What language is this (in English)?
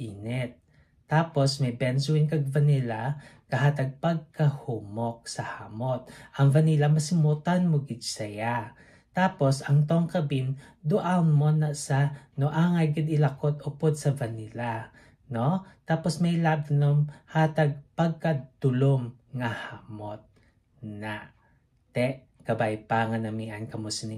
Hiligaynon